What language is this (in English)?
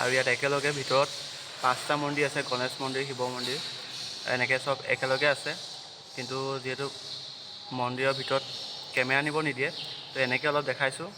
Assamese